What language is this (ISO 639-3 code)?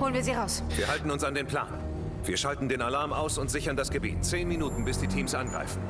bar